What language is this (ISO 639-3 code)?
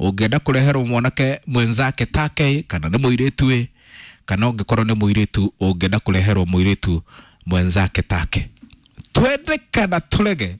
kik